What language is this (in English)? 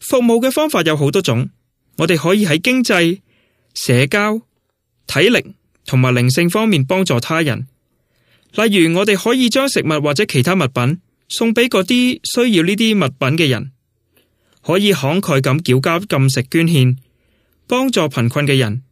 Cantonese